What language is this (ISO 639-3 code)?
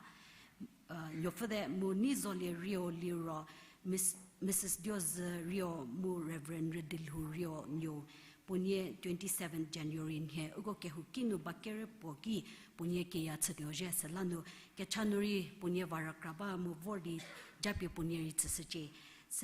njm